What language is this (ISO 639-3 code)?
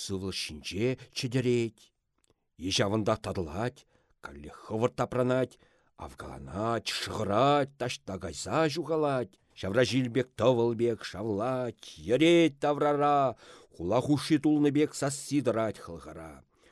chv